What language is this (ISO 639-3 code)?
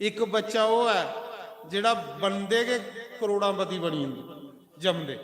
doi